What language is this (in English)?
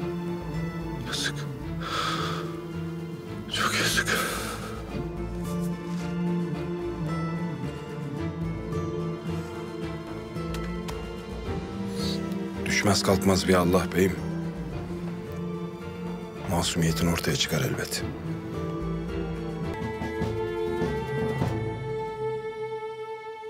Turkish